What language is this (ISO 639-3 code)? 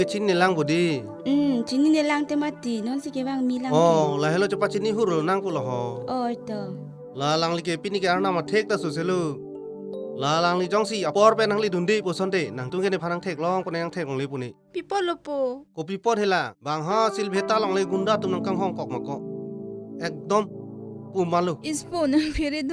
mjw